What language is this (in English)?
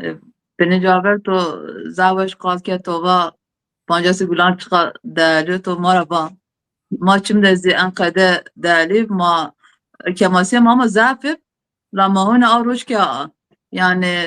Zaza